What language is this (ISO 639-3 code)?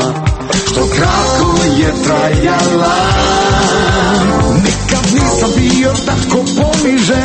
hrv